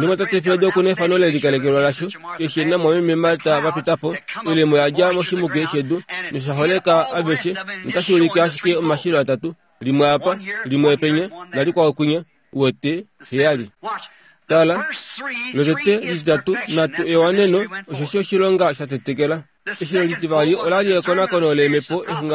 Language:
Kuanyama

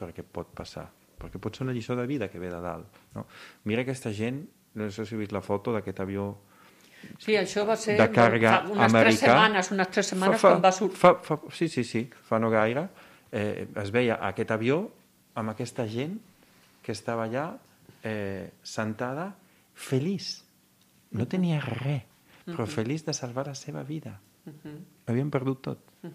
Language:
Catalan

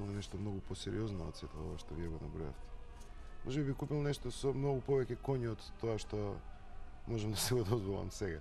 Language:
Macedonian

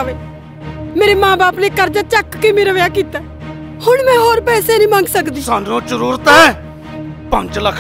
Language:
Punjabi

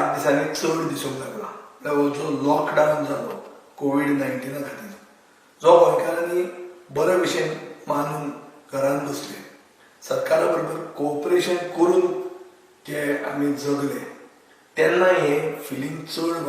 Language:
Konkani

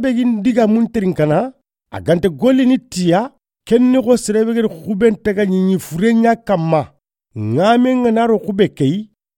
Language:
Soninke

